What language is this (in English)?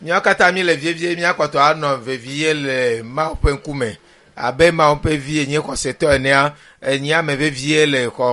Ewe